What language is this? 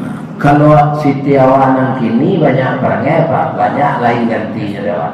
Minangkabau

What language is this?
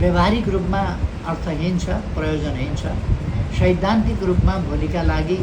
Nepali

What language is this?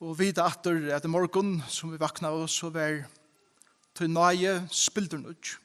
Faroese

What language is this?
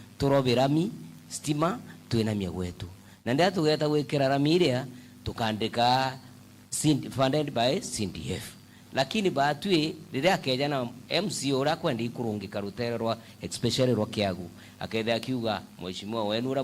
Meru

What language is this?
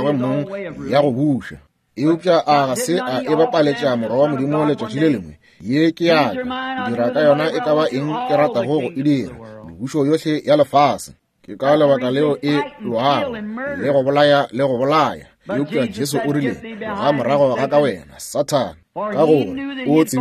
Northern Sotho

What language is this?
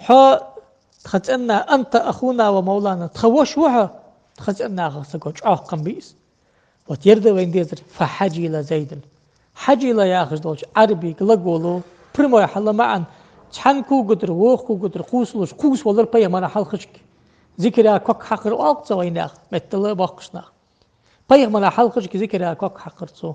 Ingush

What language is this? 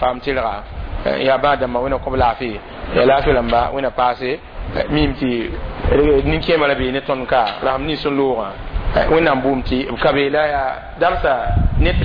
Mossi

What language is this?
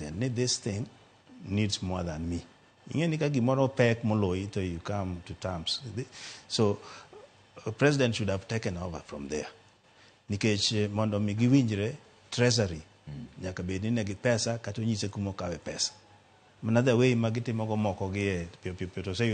Luo (Kenya and Tanzania)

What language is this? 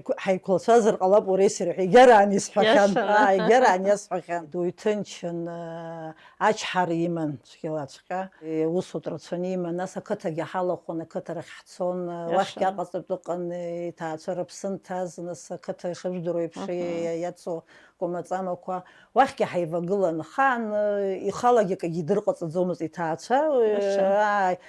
Abkhazian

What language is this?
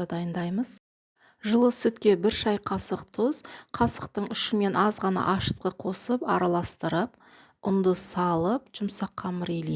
Kazakh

